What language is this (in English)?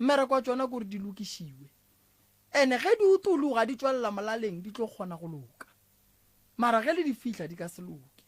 Northern Sotho